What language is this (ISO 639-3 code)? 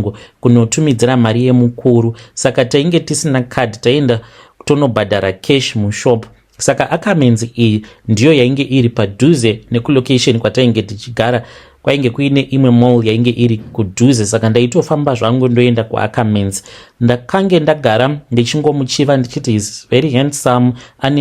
sna